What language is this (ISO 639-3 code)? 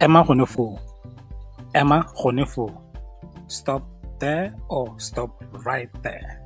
tsn